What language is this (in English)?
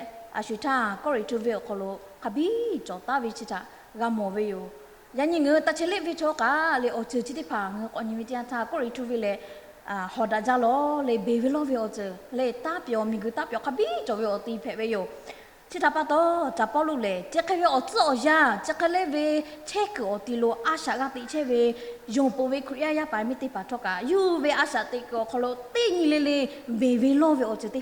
Lahu